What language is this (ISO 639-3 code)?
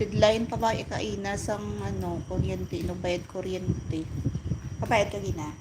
hil